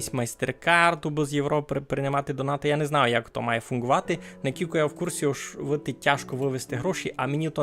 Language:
Rusyn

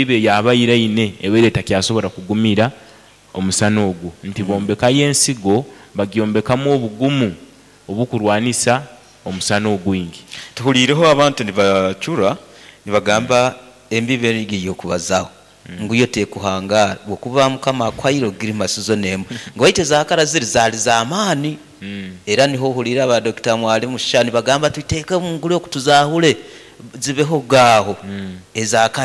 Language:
Nyankole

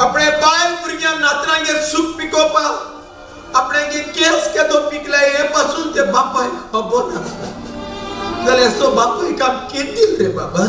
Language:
Konkani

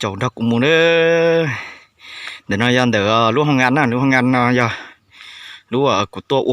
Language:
Hmong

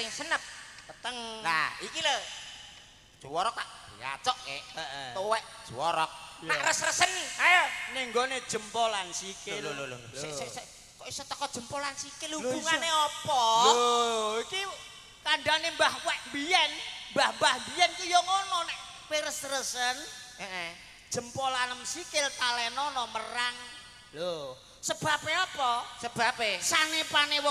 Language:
Javanese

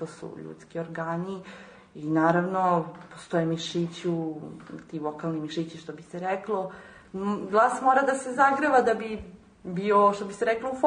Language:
Serbian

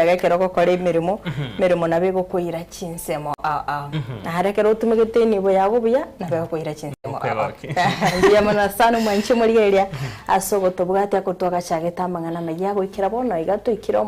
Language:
Gusii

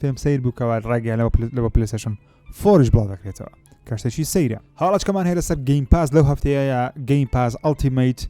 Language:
Central Kurdish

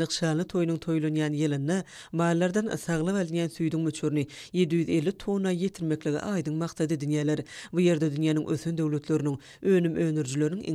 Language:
Turkmen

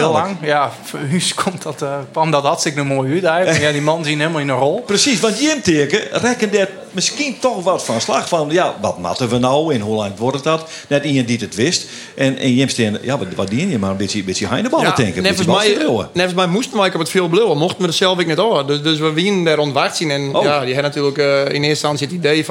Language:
Western Frisian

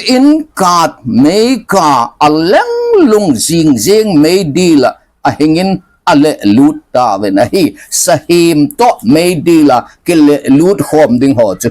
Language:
Thado Chin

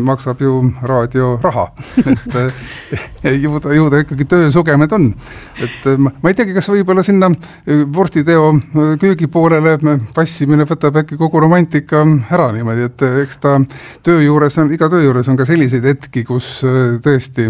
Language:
Estonian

